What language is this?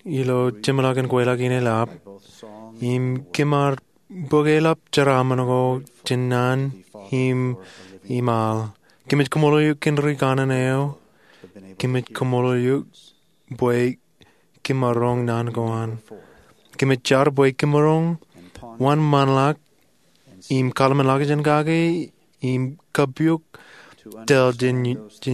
Marshallese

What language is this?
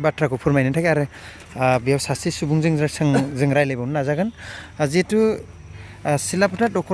Bodo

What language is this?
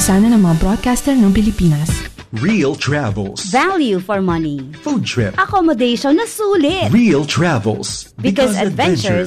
Filipino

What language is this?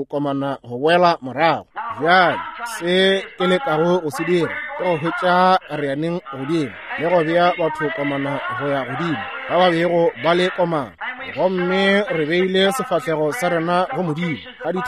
Northern Sotho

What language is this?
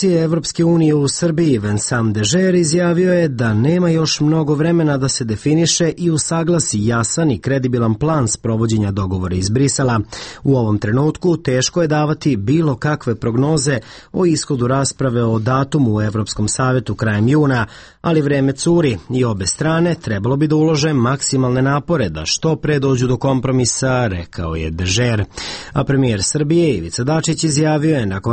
Serbian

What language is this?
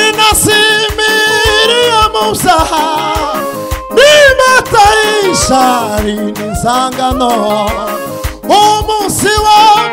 Kinyarwanda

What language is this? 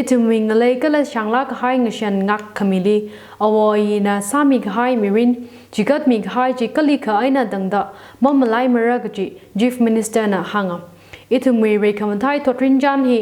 Tangkhul Naga (India)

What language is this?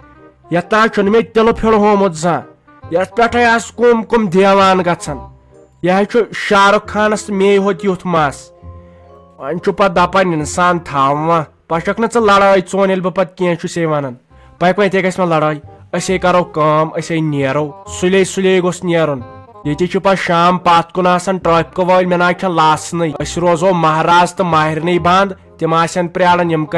Kashmiri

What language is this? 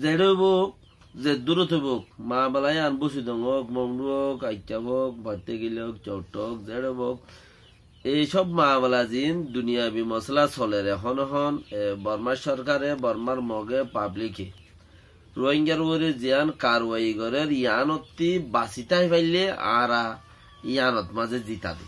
Rohingya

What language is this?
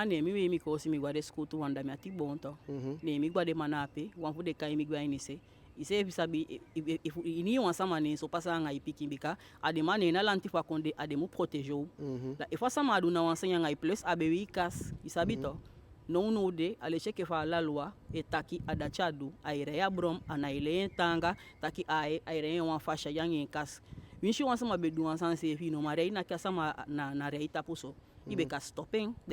Eastern Maroon Creole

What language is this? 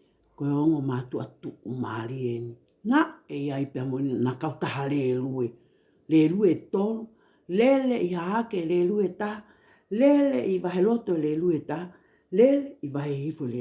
Tongan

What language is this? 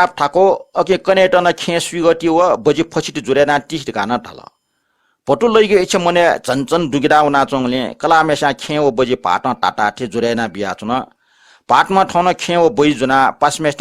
Newari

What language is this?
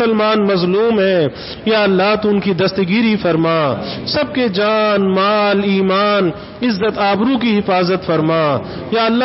Urdu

